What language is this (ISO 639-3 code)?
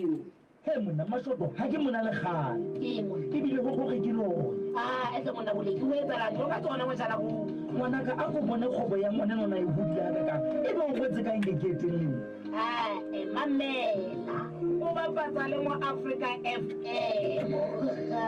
sot